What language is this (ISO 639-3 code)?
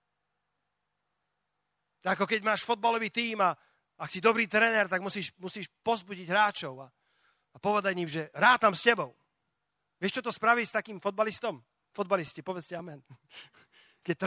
slk